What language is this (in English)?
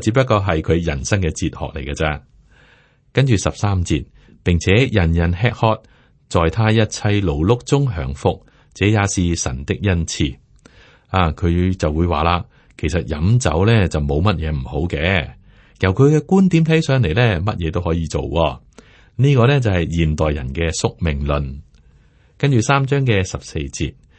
Cantonese